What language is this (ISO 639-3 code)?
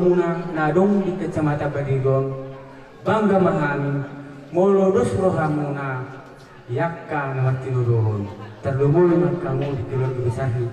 bbc